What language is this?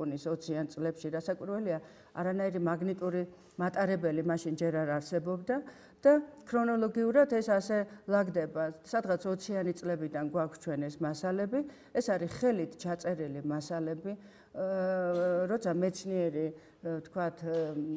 Georgian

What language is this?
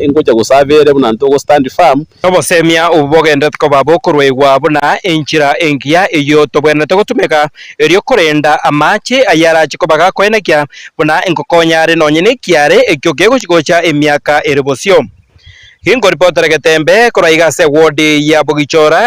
Gusii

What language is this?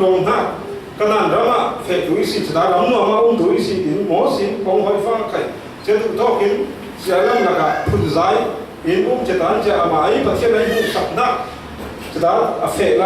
Falam Chin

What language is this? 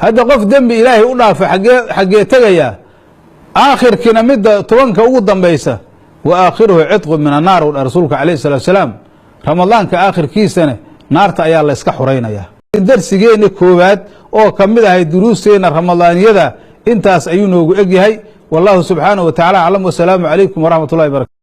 Somali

